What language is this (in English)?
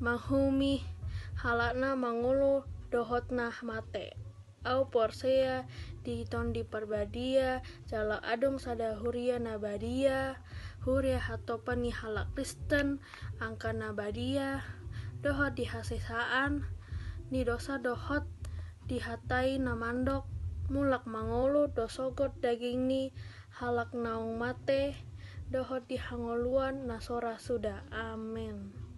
Batak Toba